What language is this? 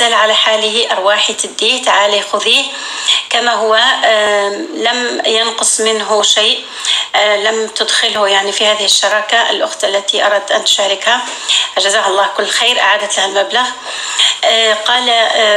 North Levantine Arabic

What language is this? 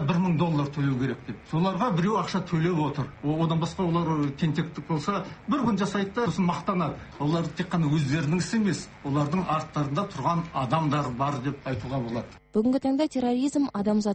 Kazakh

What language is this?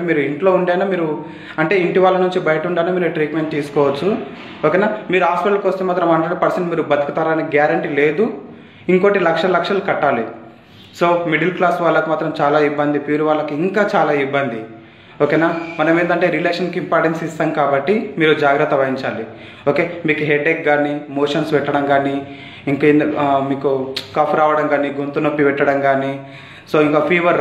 Telugu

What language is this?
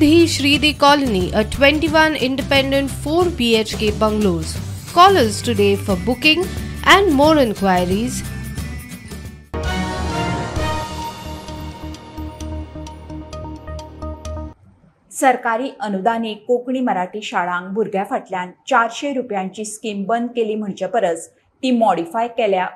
Konkani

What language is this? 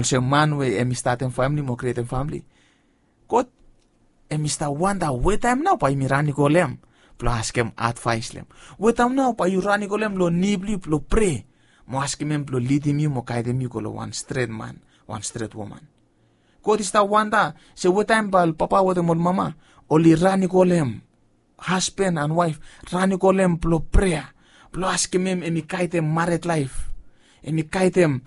Bislama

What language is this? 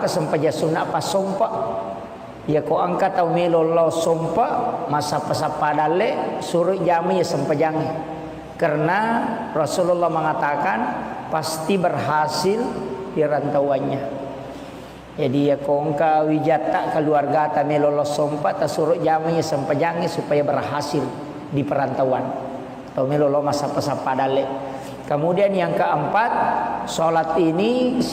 Buginese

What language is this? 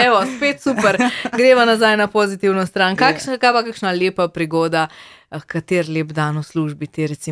Slovenian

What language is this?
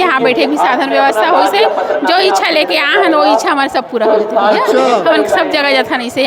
Chhattisgarhi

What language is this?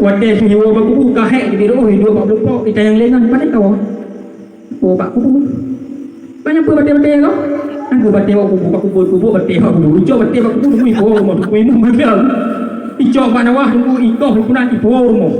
Achinese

